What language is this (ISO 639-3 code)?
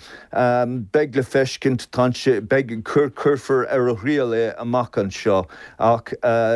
gle